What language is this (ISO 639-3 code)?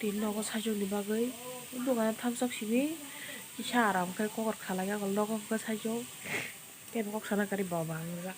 trp